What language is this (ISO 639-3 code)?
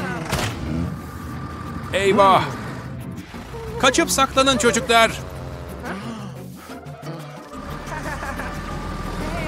tur